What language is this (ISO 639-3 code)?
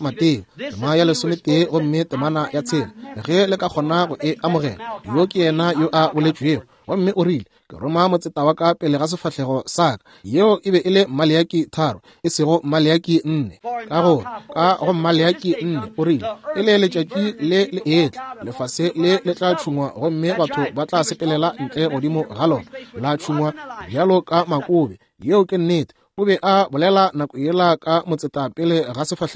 nso